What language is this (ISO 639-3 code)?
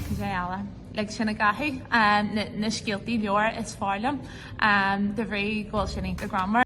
gle